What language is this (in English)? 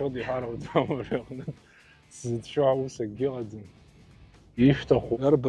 Abkhazian